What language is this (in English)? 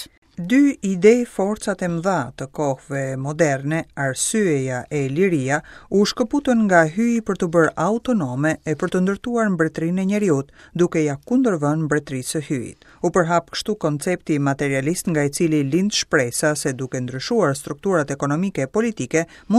Albanian